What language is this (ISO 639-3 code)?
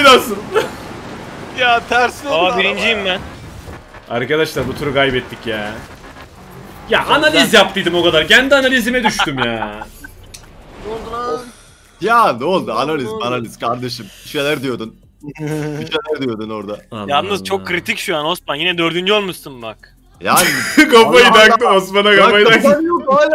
tur